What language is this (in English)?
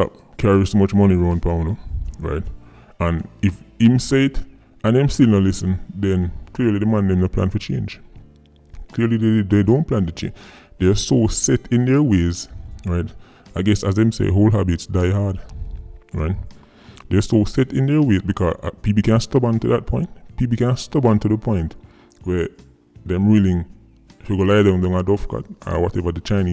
Jamaican Creole English